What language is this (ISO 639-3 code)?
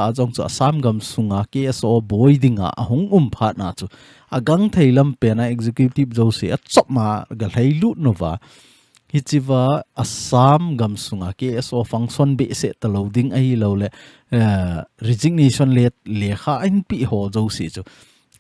tcz